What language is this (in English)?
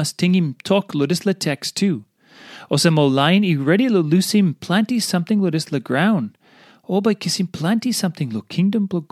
Tok Pisin